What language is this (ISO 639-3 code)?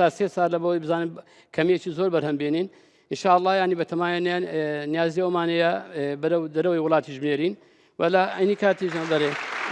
ckb